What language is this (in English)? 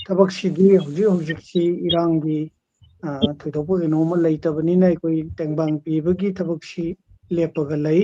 Manipuri